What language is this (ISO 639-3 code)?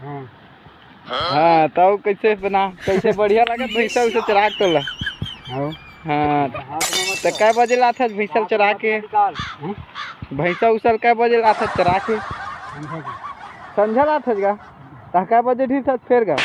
hne